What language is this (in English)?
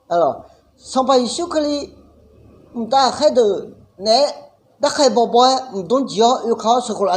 Akha